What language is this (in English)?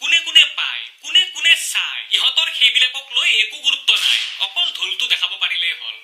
Assamese